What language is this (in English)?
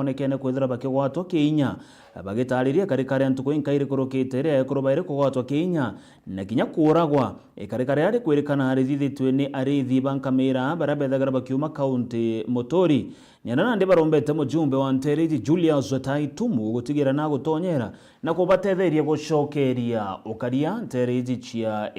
Meru